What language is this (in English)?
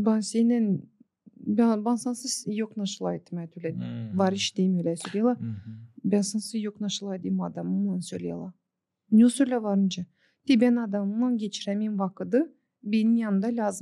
Gagauz